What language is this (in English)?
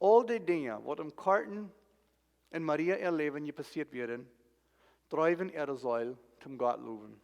Plautdietsch